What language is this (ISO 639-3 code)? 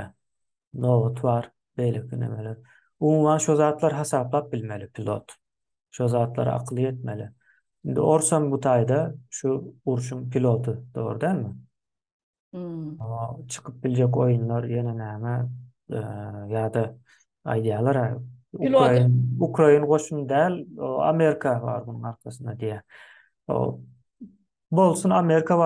tuk